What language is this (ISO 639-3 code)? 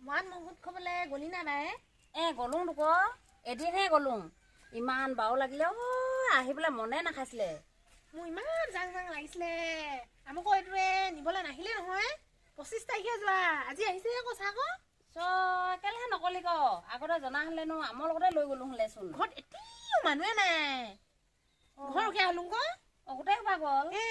asm